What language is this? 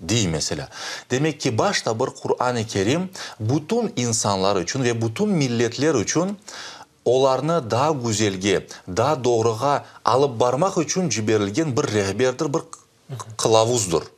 Crimean Tatar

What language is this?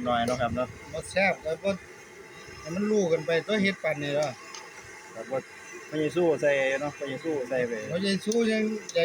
Northeastern Thai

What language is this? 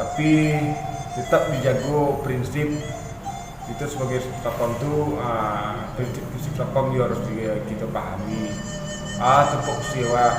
Minangkabau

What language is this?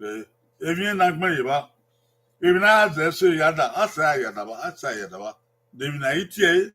Bini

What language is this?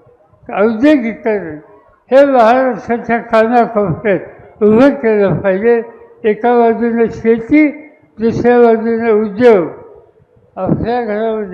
Marathi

